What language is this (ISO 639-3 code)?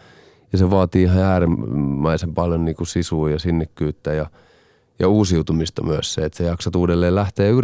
fin